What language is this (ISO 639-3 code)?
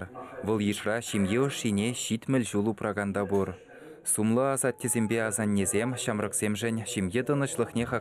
chv